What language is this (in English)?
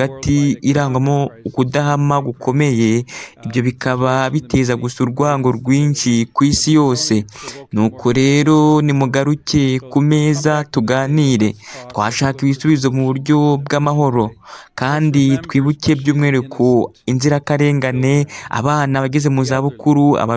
Kinyarwanda